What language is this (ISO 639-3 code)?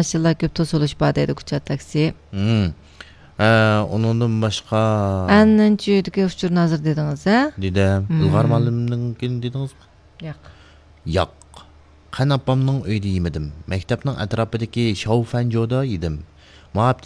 uig